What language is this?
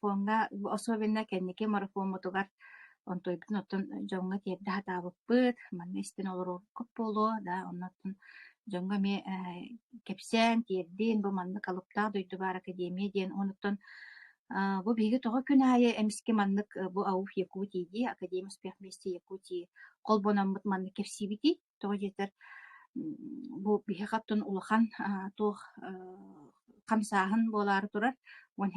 Yakut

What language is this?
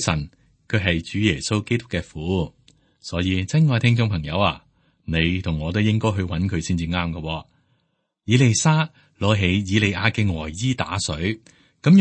Cantonese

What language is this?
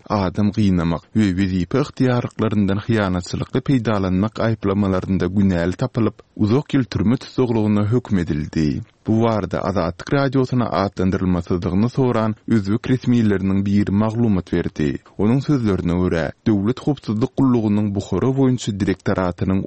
Turkmen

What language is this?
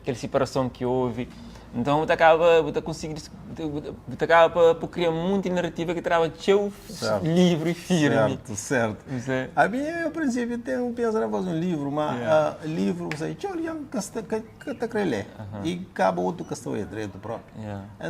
Kabuverdianu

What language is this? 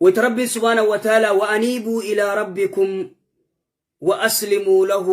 Oromo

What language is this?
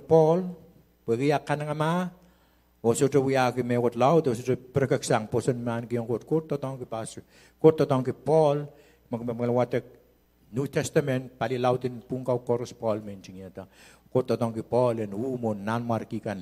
Pohnpeian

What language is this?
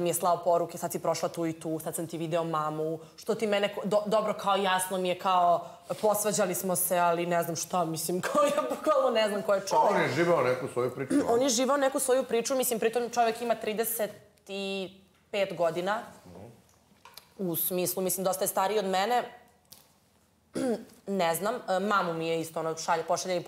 Bosnian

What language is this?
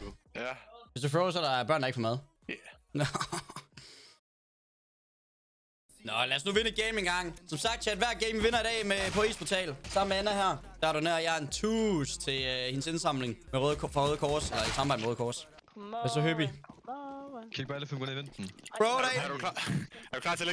Danish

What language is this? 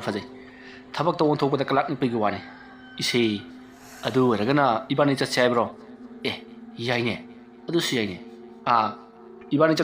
Manipuri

